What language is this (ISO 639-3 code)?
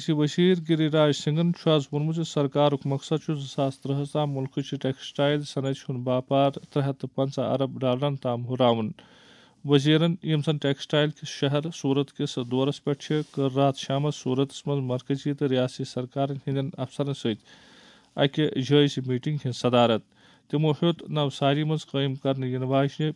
kas